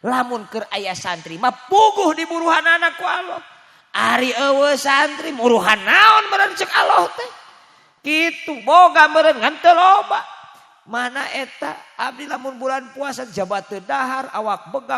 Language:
Sundanese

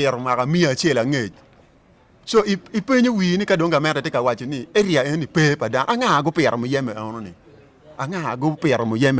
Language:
Acoli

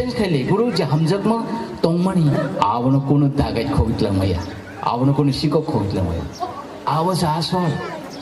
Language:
Kok Borok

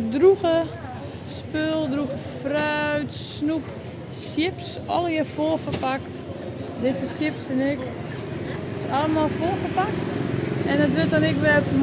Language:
Western Frisian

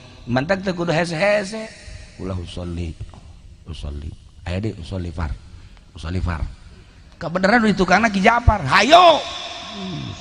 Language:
Sundanese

